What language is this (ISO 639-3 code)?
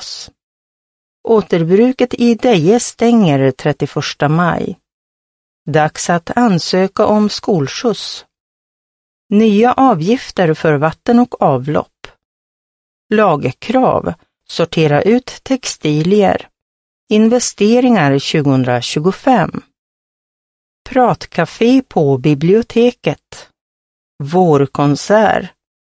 swe